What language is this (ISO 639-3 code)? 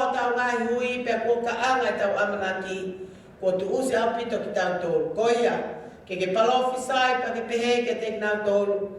ton